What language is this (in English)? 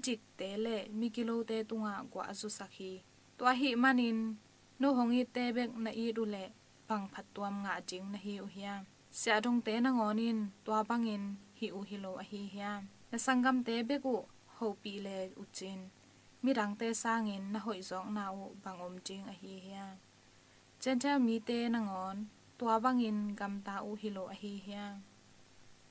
Tedim Chin